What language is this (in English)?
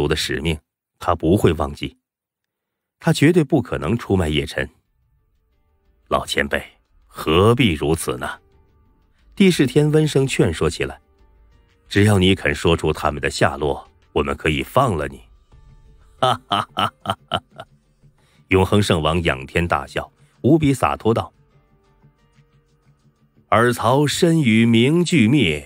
Chinese